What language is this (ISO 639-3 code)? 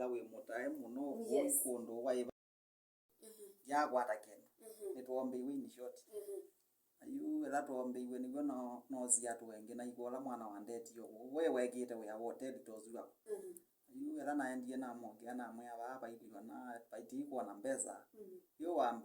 kam